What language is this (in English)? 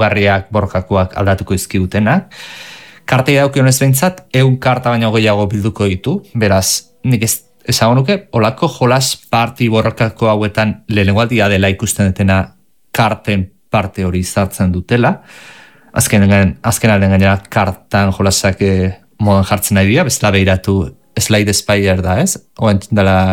Basque